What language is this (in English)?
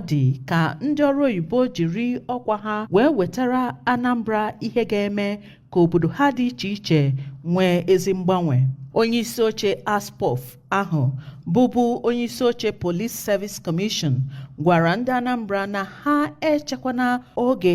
Igbo